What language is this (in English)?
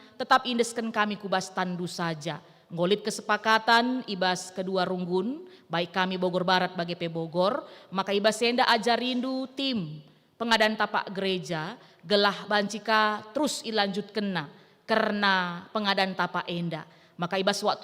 Batak Karo